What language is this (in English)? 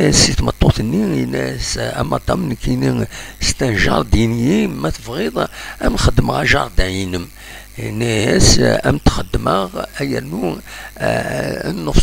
Kabyle